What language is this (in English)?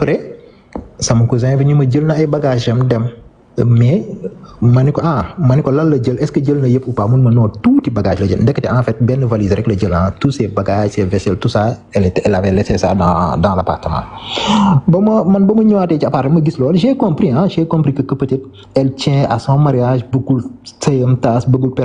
Wolof